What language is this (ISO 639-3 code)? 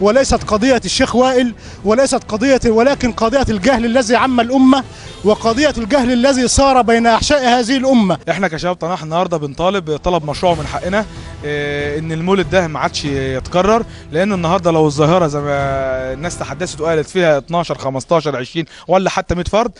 arz